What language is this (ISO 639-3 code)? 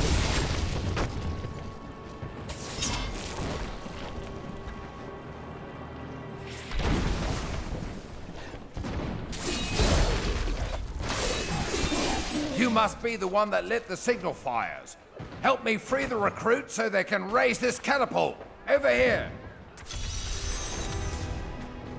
eng